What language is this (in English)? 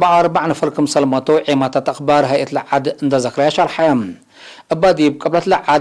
Tigre